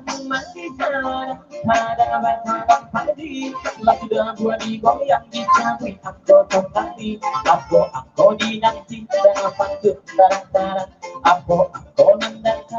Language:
Minangkabau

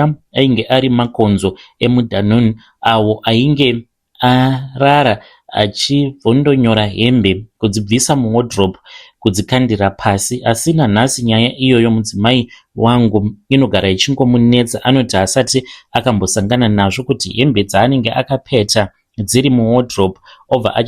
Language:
Shona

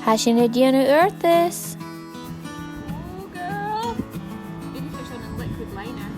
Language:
Scottish Gaelic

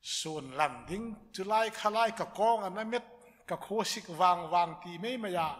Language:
Hmar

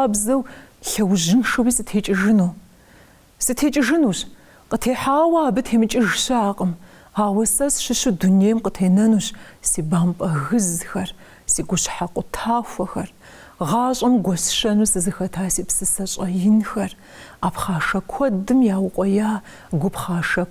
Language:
Kabardian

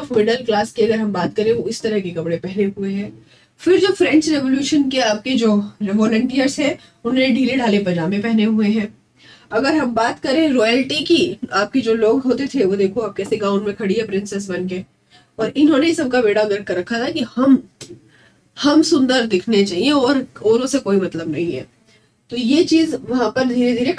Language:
Hindi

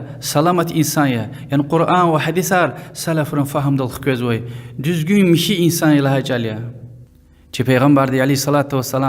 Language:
Lezghian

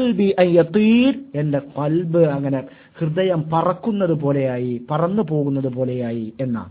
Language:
Malayalam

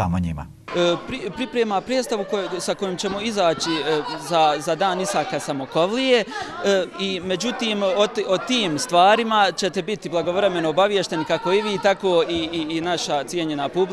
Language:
Bosnian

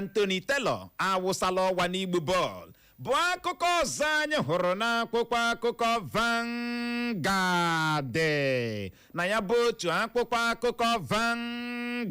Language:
Igbo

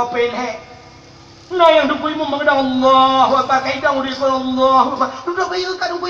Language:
Achinese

